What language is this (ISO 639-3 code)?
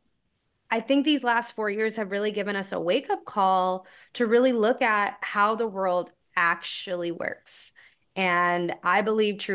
eng